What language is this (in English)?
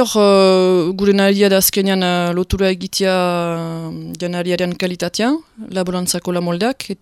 Basque